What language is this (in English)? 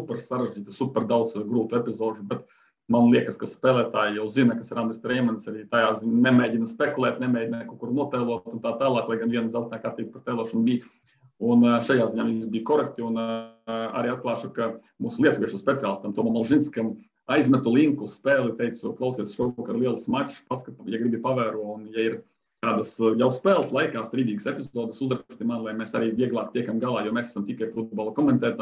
Latvian